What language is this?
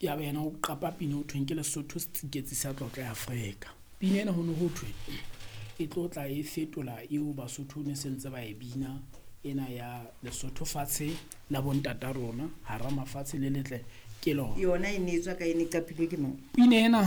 Southern Sotho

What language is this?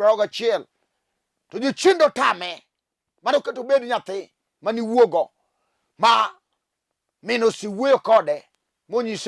Luo (Kenya and Tanzania)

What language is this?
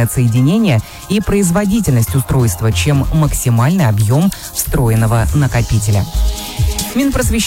Russian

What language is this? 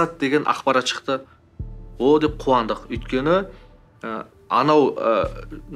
Kazakh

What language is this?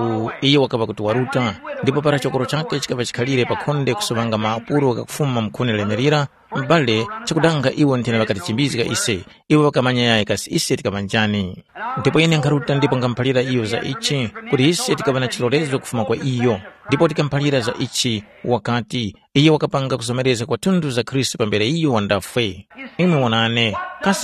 Tumbuka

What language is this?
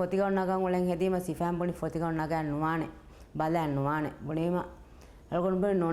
Divehi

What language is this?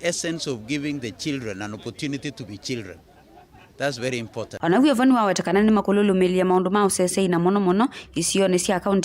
Kamba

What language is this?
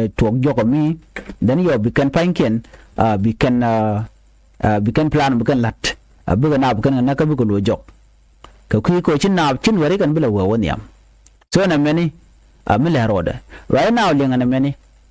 Nuer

